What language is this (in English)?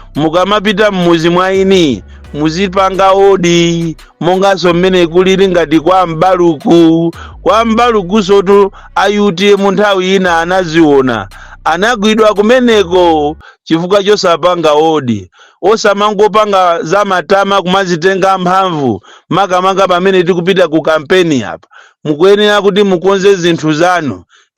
Nyanja